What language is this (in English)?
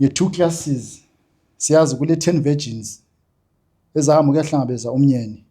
Zulu